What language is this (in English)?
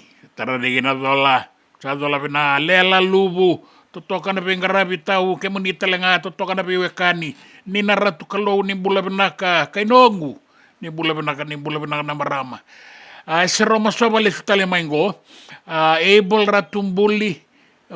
Fijian